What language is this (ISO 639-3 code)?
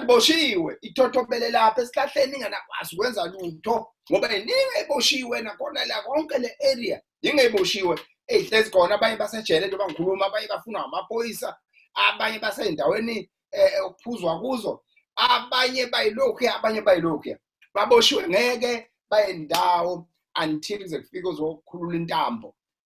zul